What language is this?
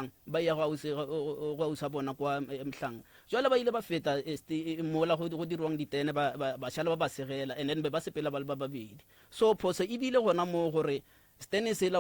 Northern Sotho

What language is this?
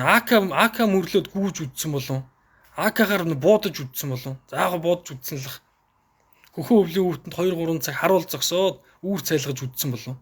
Mongolian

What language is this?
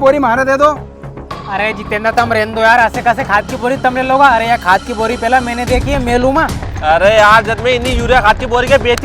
Rajasthani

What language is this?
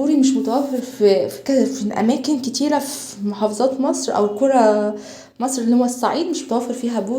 Egyptian Arabic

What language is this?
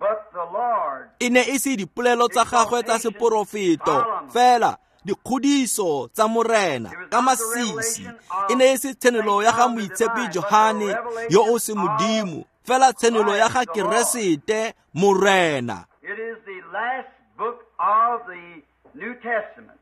Tswana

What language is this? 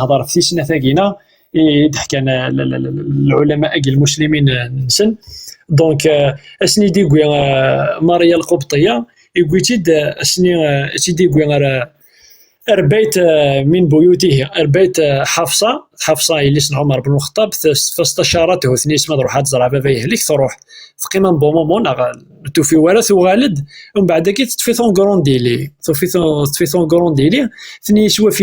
Kabyle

